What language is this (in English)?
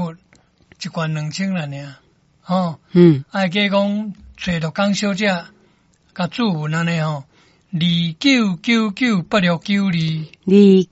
Min Nan Chinese